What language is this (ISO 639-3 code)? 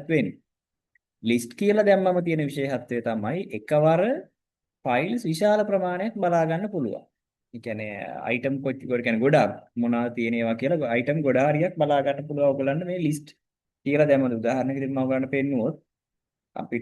sin